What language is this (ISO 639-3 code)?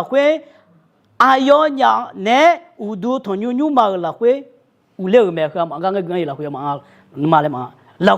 ahk